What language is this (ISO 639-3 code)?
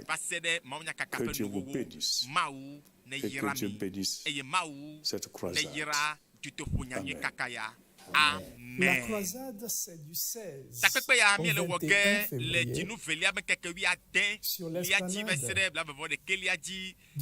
ewe